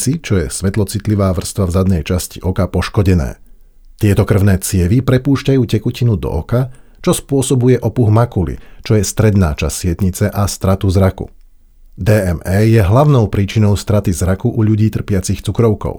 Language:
Slovak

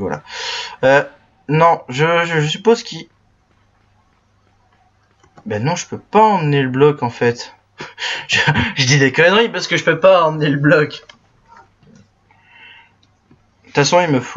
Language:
French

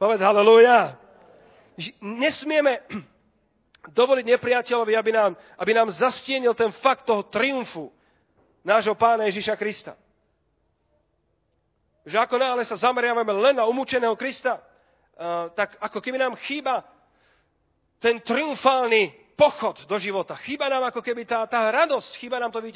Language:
Slovak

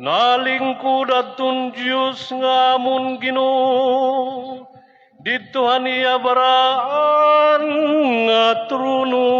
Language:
Waray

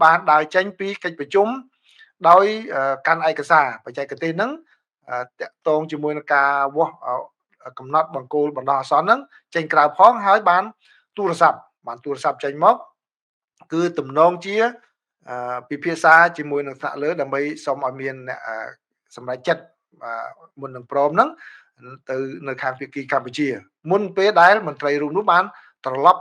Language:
Khmer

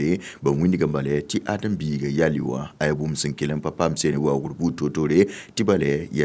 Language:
Mossi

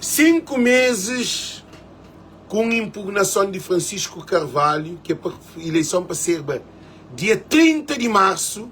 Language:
Kabuverdianu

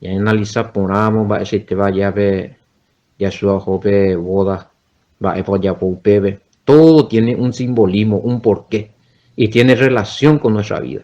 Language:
Guarani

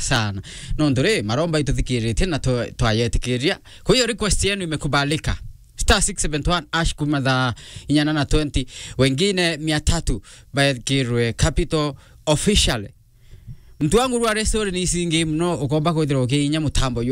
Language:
Meru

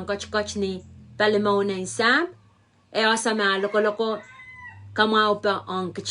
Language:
Pohnpeian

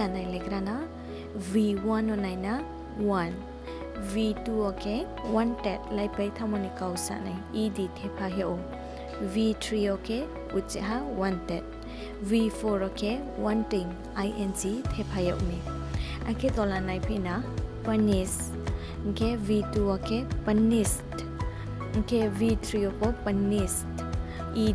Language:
Riang (India)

